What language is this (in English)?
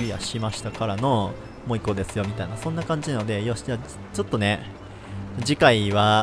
Japanese